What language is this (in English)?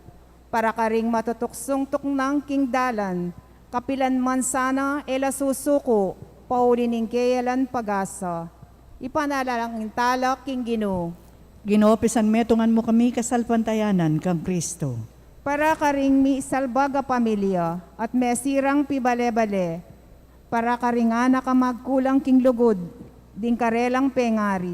Pampanga